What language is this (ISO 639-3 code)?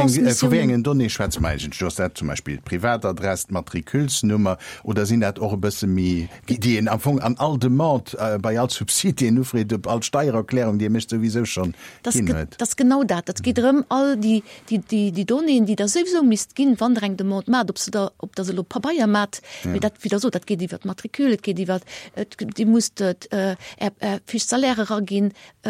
ltz